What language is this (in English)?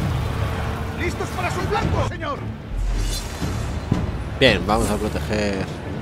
Spanish